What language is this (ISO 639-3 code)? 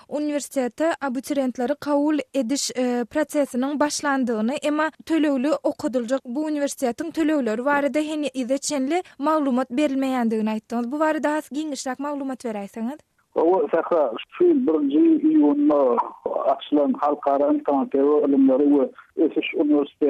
tuk